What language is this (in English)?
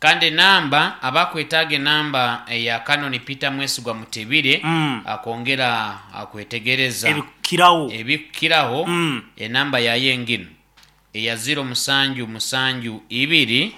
Nyankole